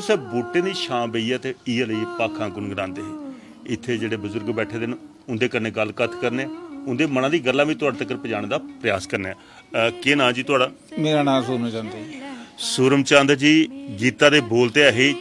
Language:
Dogri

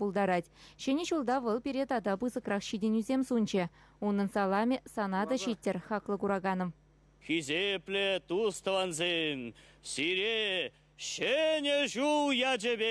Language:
Chuvash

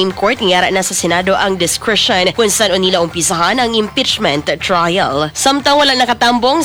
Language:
Hiligaynon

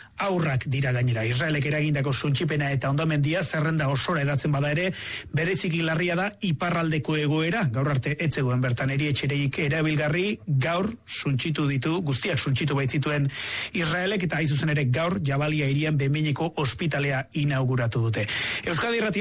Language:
Basque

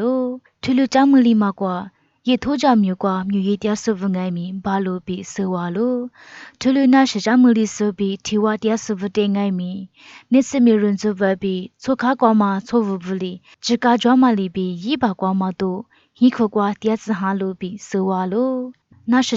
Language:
Lisu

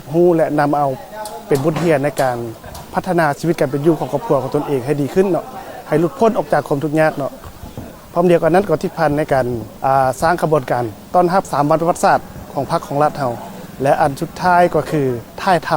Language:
Lao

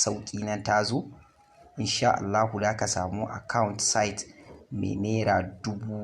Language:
Hausa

